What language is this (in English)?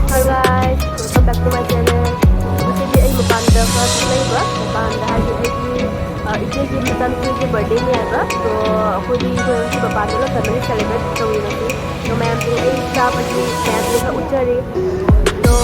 Manipuri